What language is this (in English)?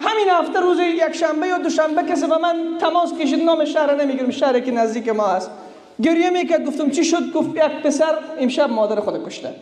Persian